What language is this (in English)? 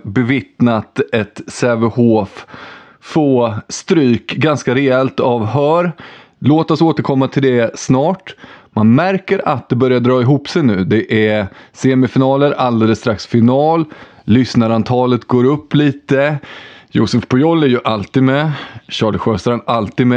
Swedish